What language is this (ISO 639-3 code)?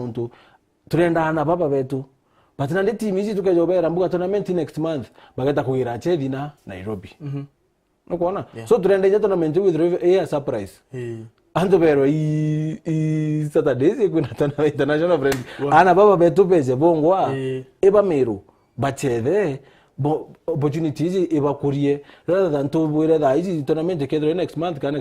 mer